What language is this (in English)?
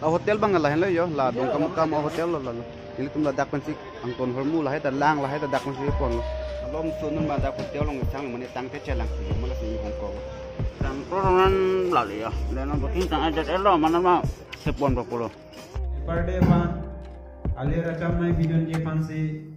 Karbi